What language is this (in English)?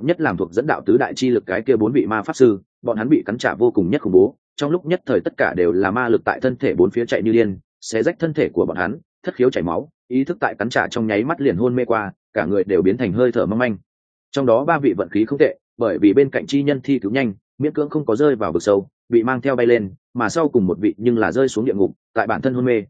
Vietnamese